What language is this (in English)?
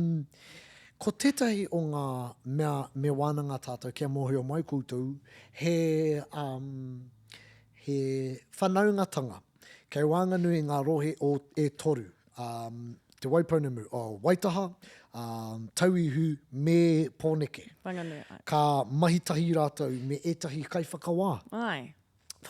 Māori